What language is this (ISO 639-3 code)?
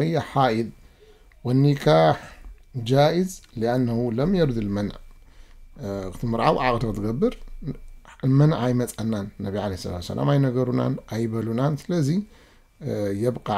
tir